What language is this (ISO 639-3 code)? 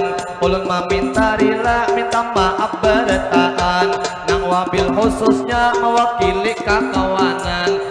bjn